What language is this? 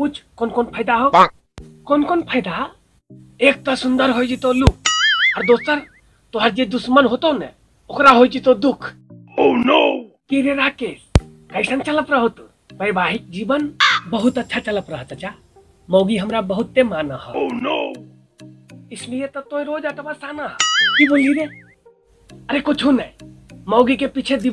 Magahi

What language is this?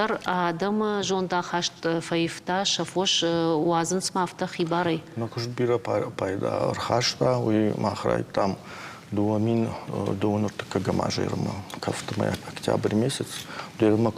Ossetic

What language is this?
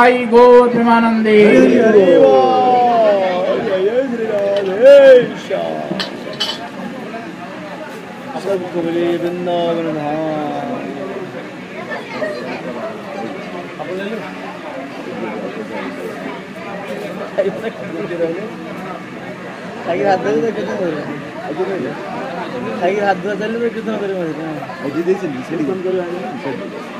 Odia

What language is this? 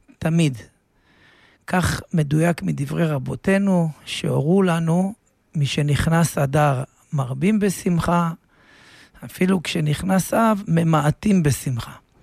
Hebrew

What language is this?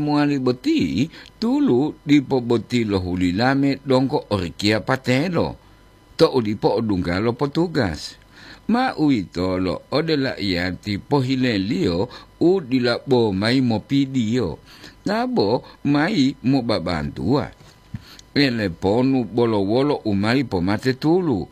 Gorontalo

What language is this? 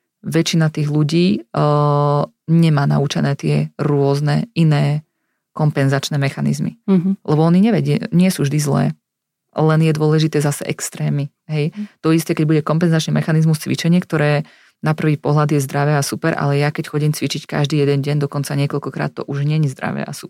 Slovak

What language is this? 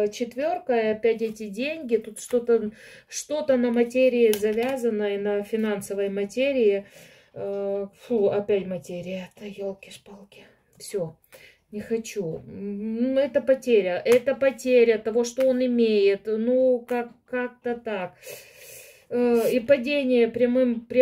Russian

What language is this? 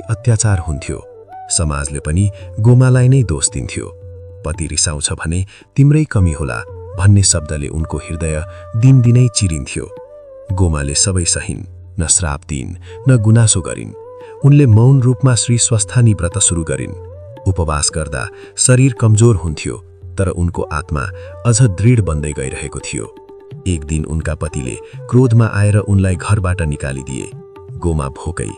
Nepali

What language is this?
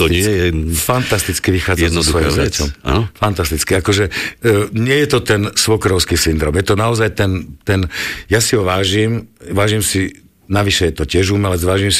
Slovak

